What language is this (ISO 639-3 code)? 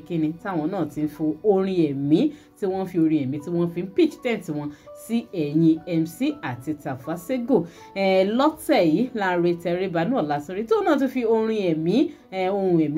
yor